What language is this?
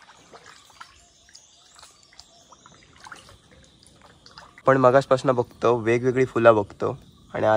Marathi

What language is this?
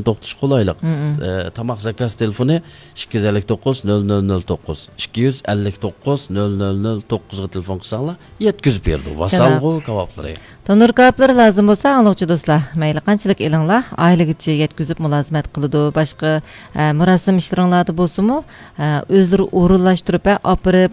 Uyghur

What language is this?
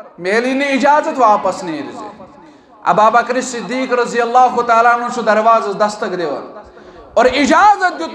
Kashmiri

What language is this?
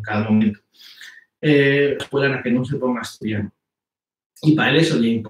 Asturian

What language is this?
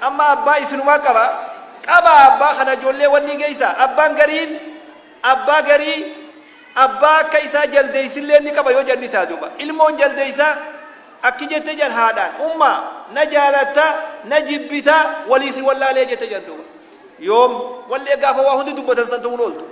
Oromo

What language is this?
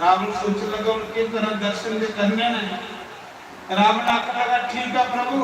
Dogri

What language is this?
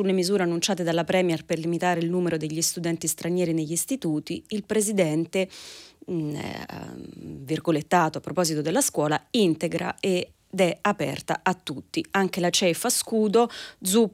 Italian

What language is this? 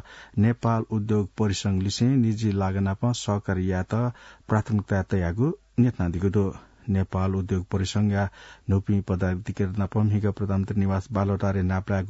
Newari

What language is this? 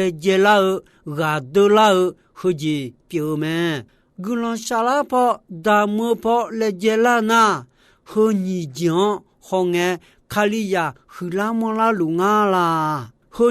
Akha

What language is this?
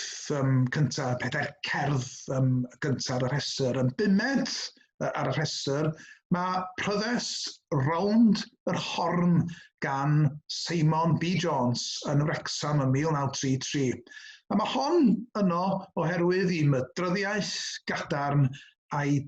Welsh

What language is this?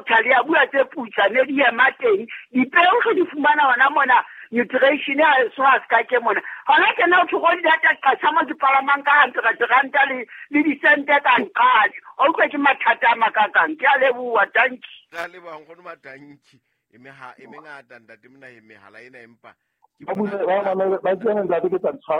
Southern Sotho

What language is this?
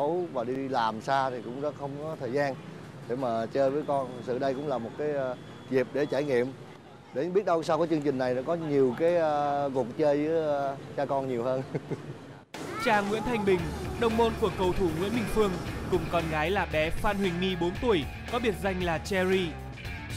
Vietnamese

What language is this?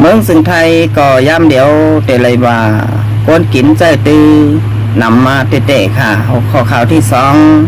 Shan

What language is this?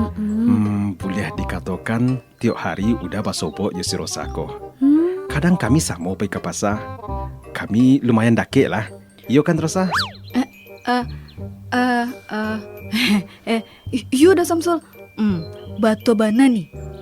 Minangkabau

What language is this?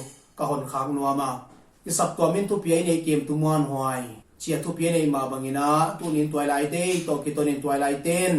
Paite Chin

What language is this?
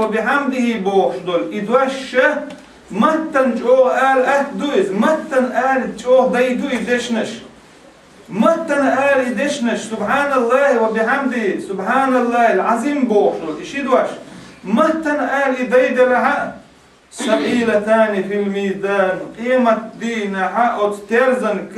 Chechen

